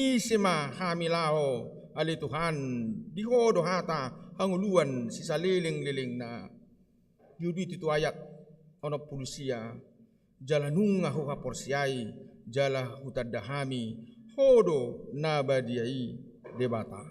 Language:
Batak Toba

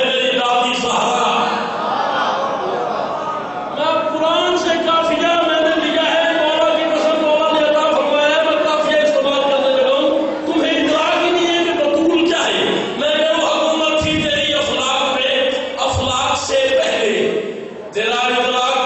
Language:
Urdu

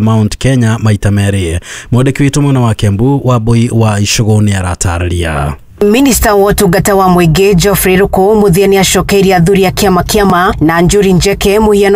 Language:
Kikuyu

